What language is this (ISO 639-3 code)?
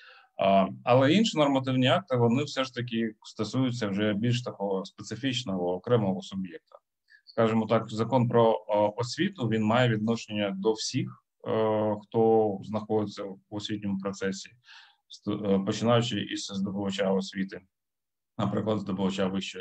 ukr